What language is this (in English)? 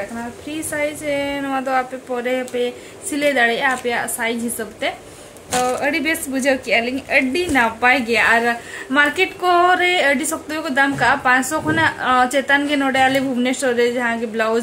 Santali